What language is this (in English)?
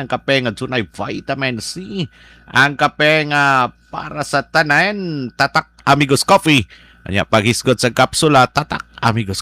Cebuano